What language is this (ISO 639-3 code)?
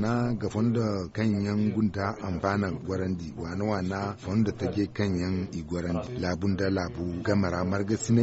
dje